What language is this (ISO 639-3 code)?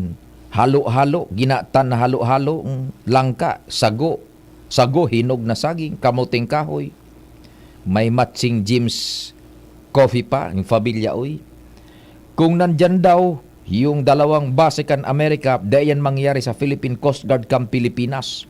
bik